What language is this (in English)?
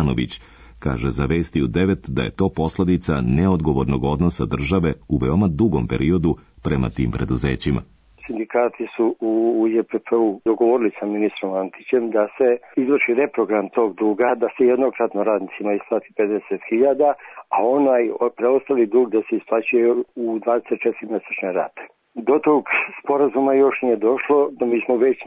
Serbian